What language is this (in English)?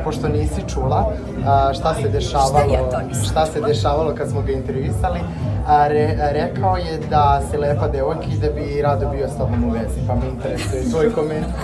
Serbian